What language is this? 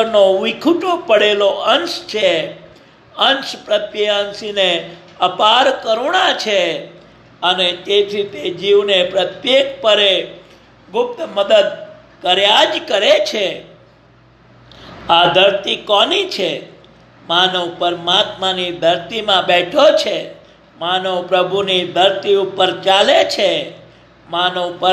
Gujarati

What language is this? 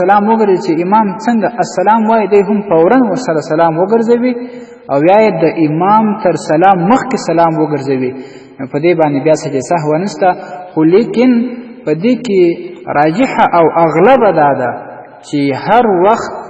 Pashto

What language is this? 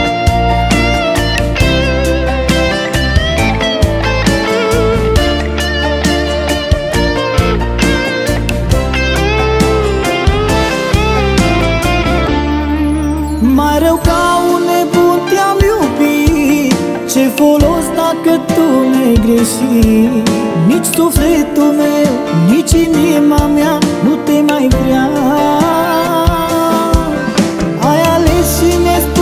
Romanian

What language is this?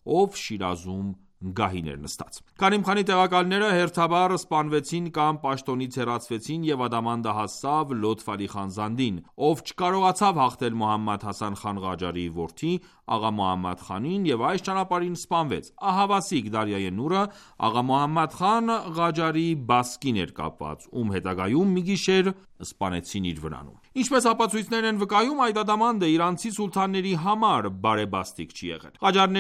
Armenian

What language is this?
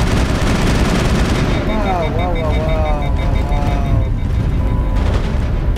Polish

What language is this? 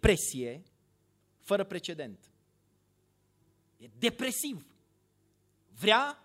Romanian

